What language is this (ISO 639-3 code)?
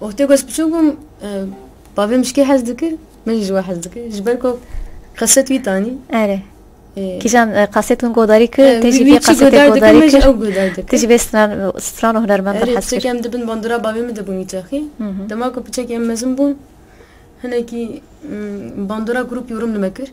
kur